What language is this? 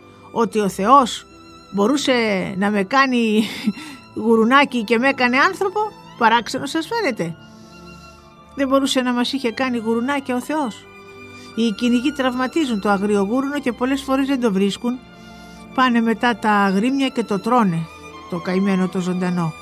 Greek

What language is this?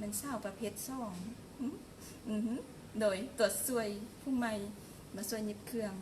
Lao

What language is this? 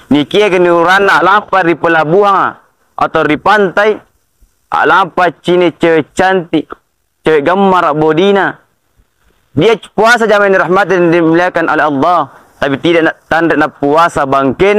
Makasar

